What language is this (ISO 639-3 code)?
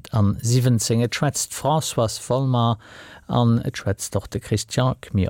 ltz